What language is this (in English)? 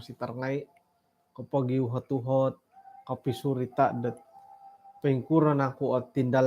Central Dusun